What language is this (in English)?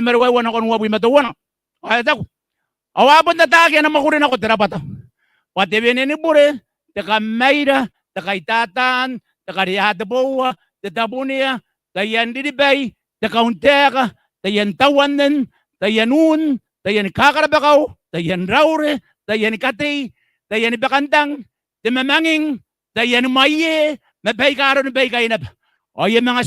Gilbertese